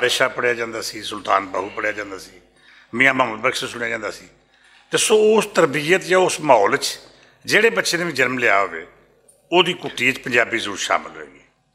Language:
Western Panjabi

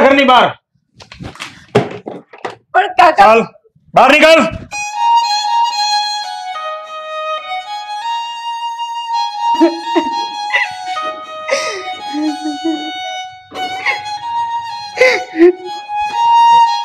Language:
Gujarati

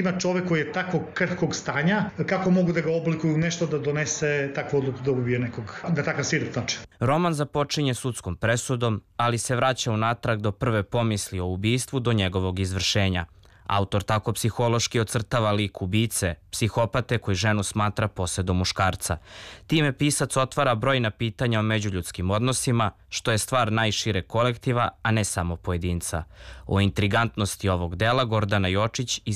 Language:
Serbian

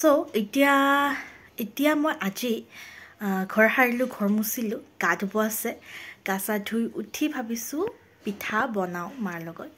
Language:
Assamese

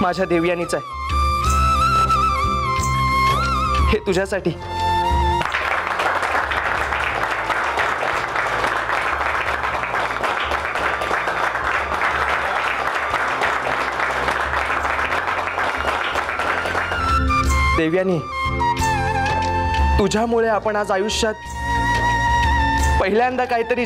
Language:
Marathi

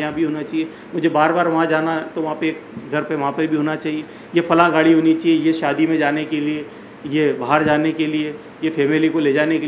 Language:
Urdu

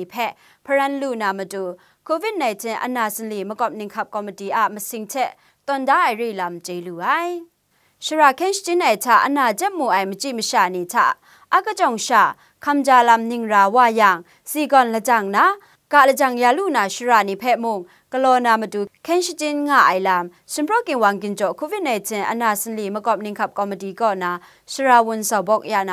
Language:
Kachin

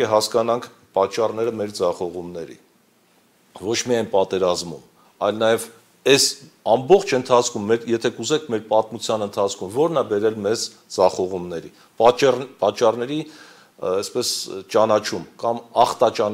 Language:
Armenian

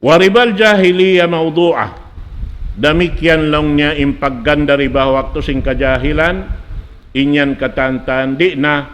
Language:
Tausug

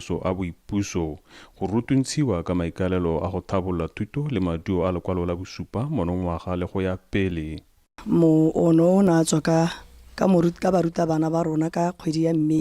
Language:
Tswana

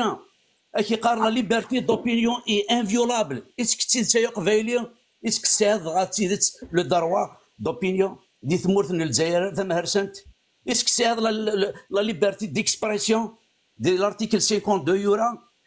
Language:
Kabyle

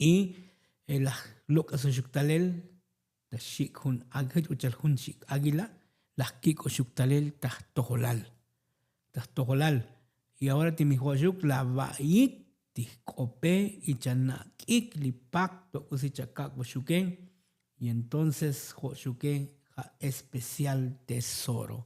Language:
Tzotzil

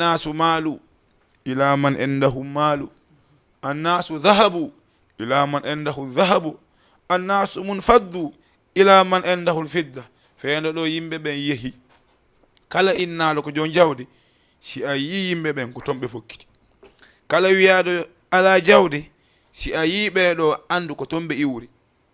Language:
Fula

